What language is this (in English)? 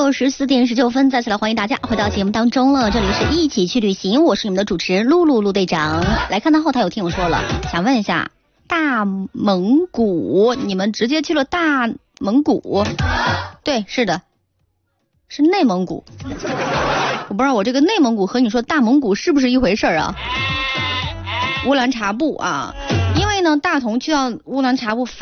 Chinese